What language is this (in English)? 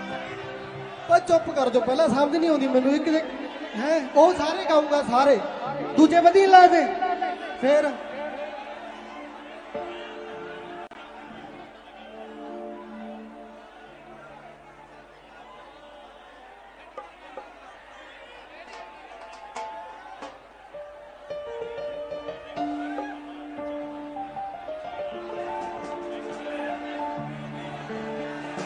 Punjabi